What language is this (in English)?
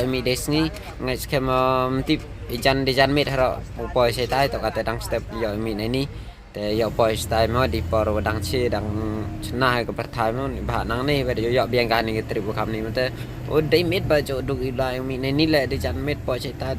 Khasi